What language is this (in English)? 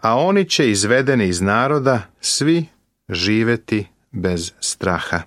Serbian